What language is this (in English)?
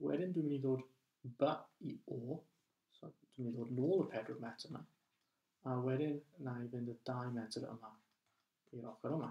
Welsh